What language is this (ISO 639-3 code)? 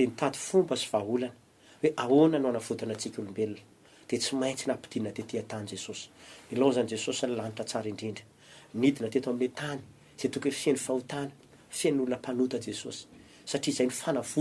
mlg